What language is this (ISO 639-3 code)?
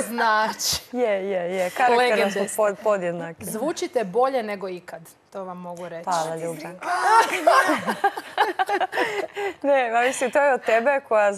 hrv